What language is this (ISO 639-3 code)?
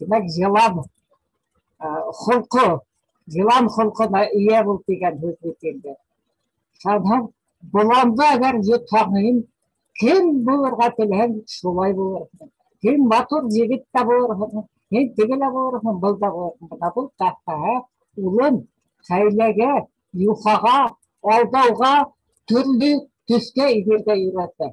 bak